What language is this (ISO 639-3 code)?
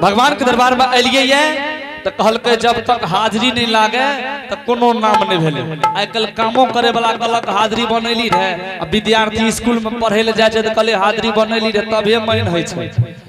anp